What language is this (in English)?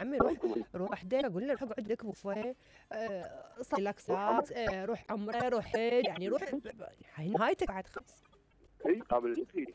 Mesopotamian Arabic